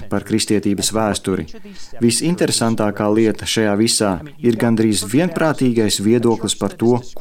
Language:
Latvian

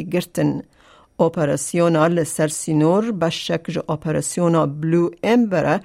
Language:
Kurdish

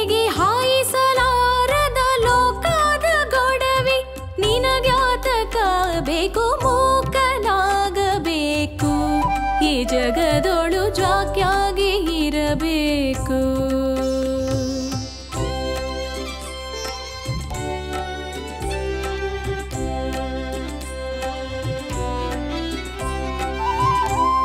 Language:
Kannada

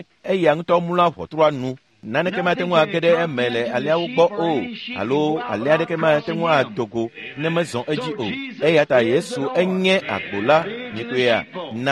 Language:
Ewe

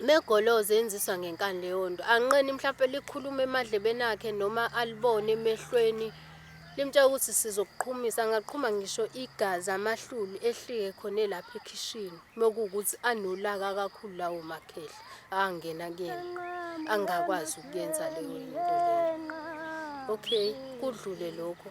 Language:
Zulu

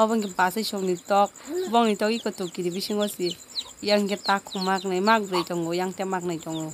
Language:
Kok Borok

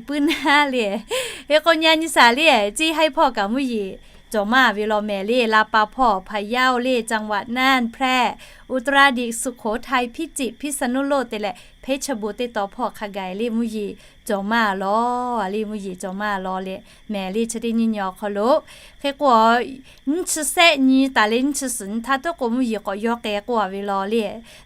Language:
Lahu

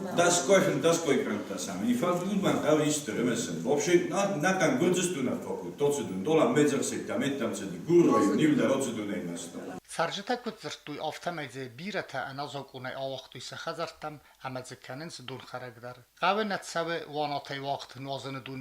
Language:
Ossetic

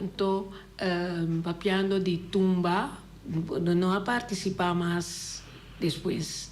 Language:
Papiamento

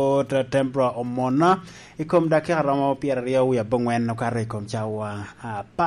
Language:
Lango (Uganda)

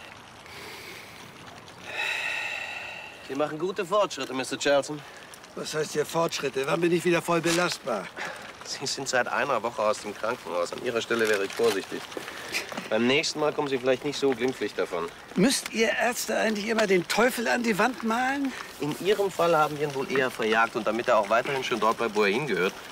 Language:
German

